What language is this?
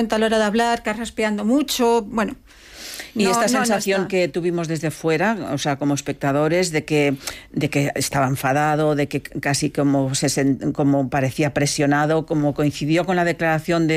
Spanish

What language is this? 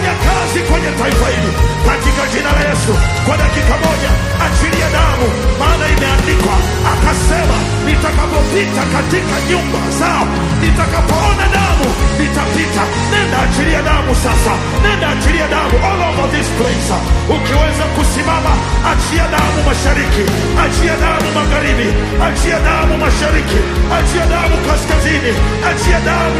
Swahili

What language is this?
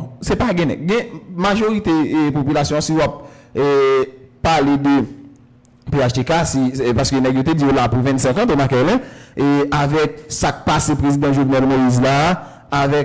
Haitian Creole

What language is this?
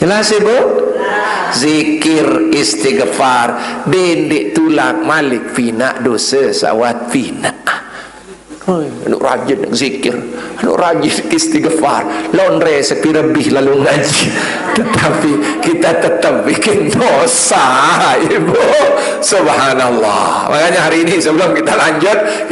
Sasak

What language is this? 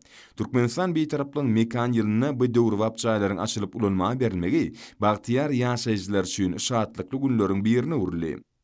Turkmen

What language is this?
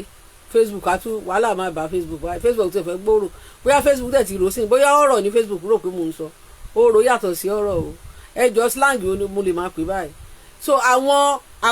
Yoruba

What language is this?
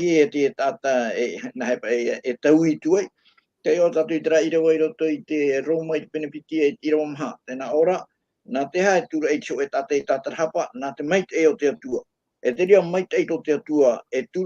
Tahitian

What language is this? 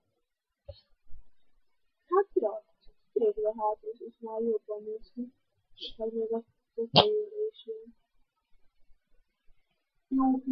Hungarian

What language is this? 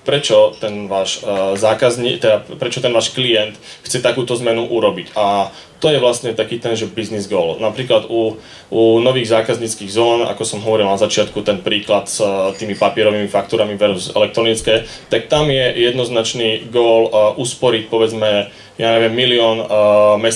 Slovak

